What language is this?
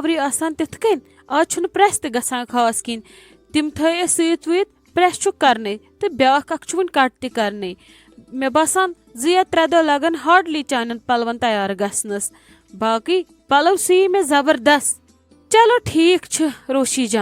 Kashmiri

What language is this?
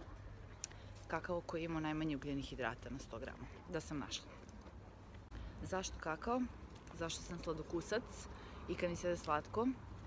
Serbian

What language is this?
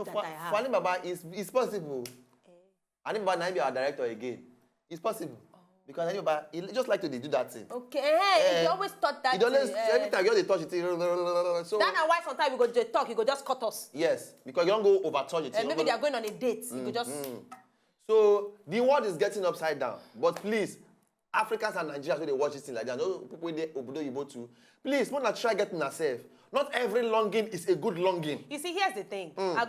Nigerian Pidgin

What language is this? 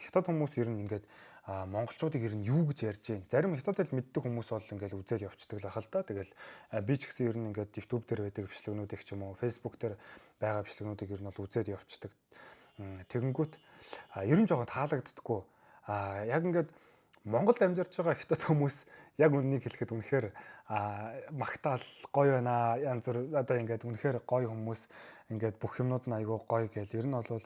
Mongolian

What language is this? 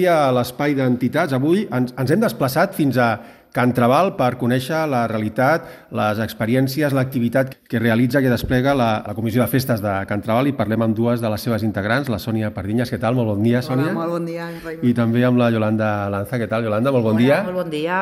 Catalan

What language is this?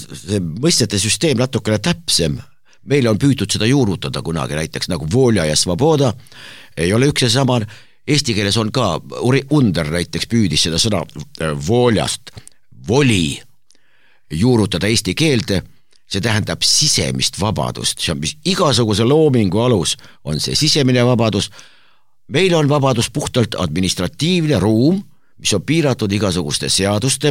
Estonian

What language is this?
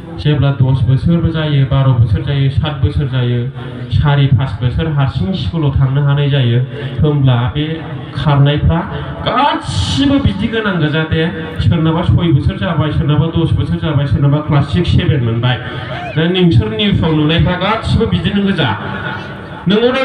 Bodo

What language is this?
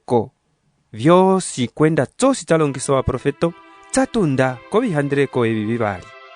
Umbundu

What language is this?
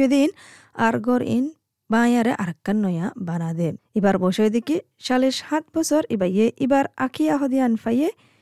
Assamese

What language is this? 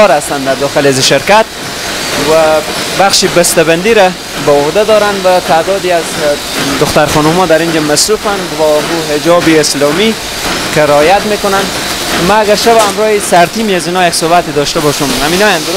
Persian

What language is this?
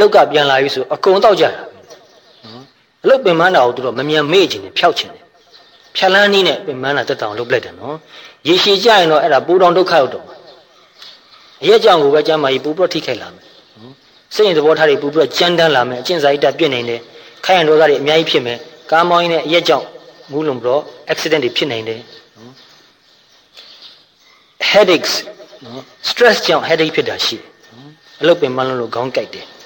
Burmese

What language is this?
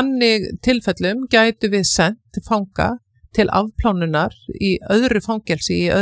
Icelandic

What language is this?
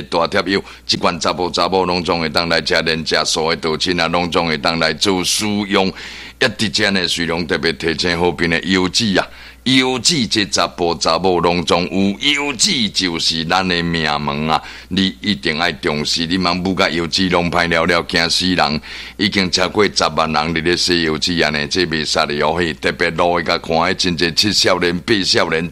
Min Nan Chinese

